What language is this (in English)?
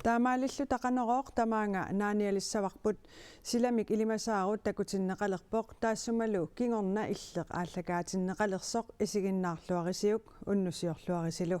Kalaallisut